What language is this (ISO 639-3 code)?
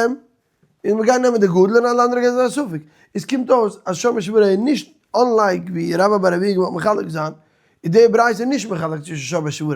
yid